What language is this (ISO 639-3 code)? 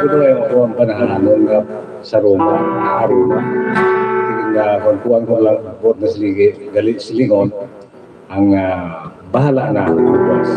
hil